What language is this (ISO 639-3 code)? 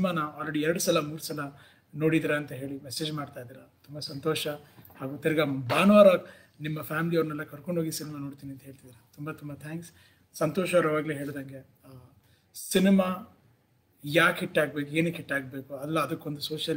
kan